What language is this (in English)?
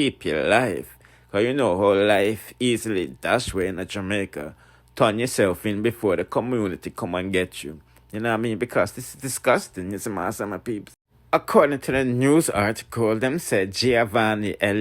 Jamaican Creole English